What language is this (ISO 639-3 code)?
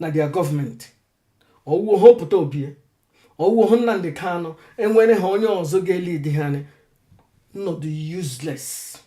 ibo